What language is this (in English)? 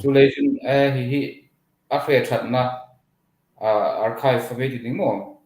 Hmar